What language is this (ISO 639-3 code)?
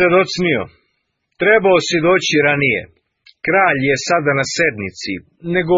srp